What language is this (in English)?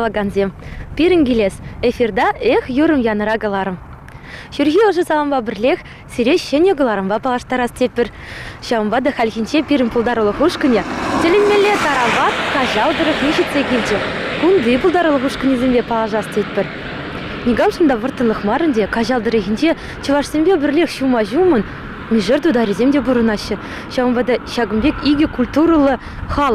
Chuvash